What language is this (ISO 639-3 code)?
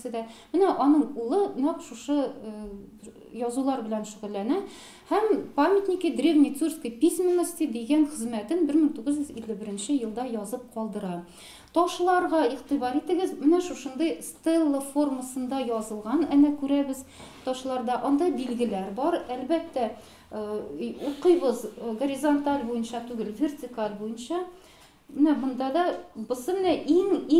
tat